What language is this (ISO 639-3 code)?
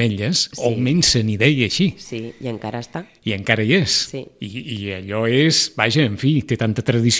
cat